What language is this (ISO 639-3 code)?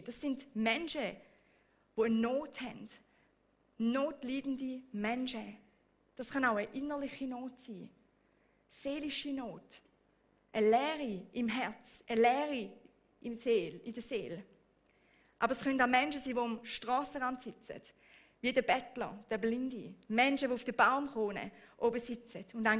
gsw